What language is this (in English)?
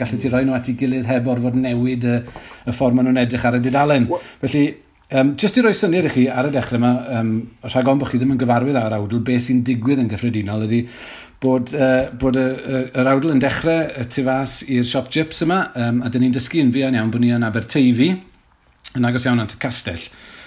Welsh